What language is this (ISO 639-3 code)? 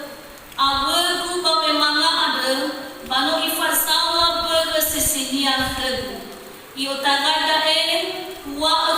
nia